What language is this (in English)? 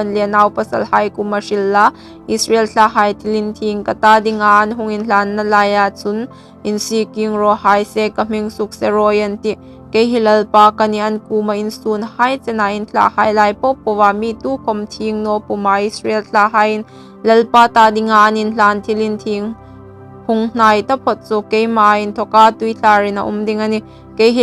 Hmar